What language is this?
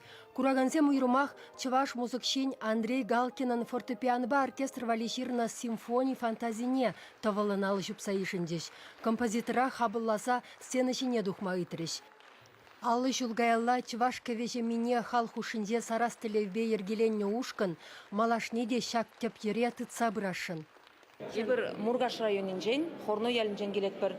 Chuvash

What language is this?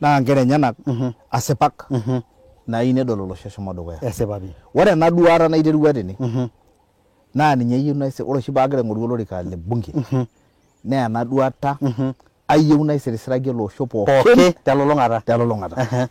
Masai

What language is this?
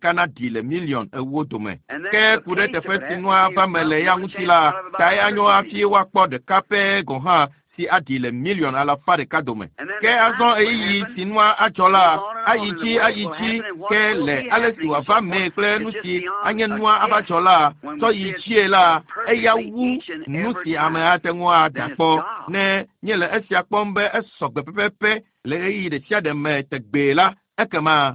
Ewe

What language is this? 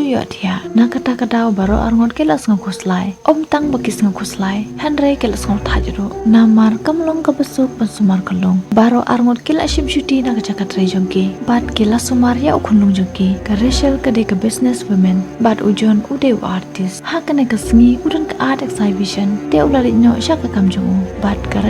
Khasi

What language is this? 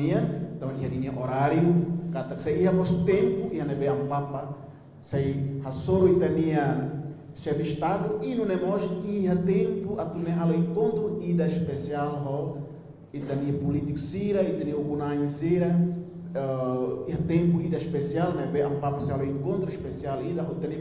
Tetum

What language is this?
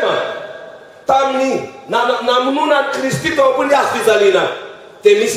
Malagasy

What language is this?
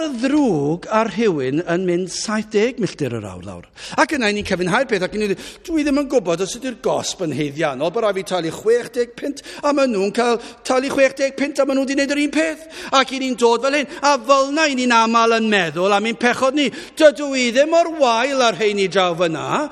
Welsh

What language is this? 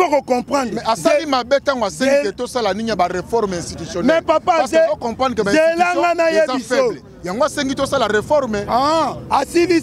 Lingala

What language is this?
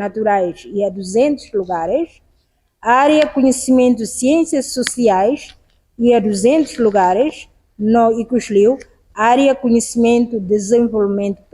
Tetum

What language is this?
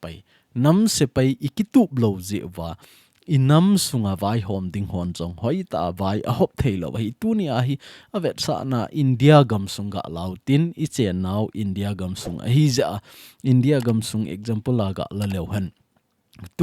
Thado Chin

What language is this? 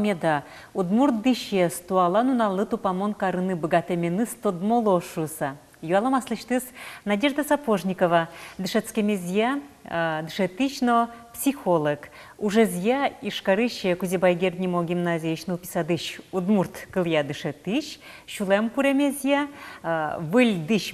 Udmurt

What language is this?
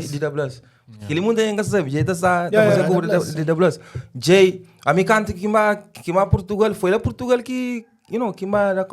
Kabuverdianu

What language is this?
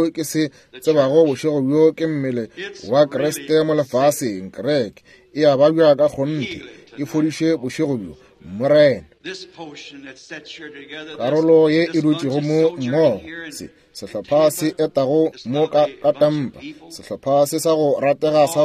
Northern Sotho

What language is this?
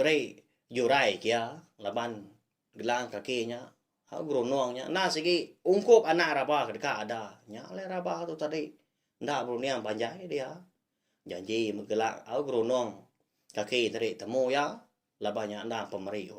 Iban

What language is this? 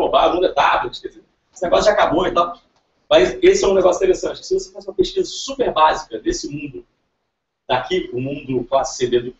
Portuguese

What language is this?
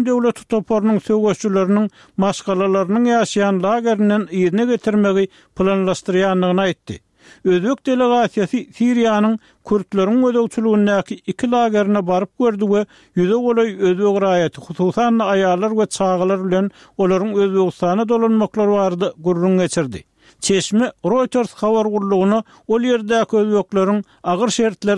Turkmen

